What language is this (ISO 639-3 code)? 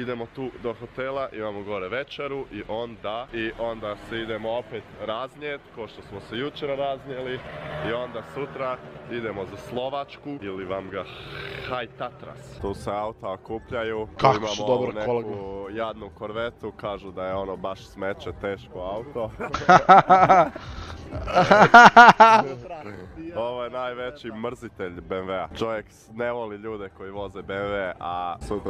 hrv